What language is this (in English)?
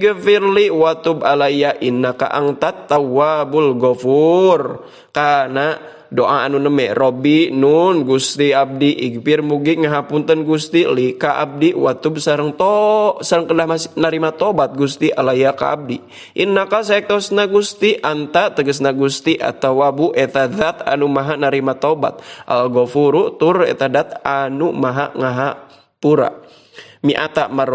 Sundanese